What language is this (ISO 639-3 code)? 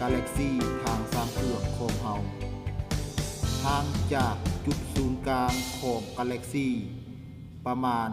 lao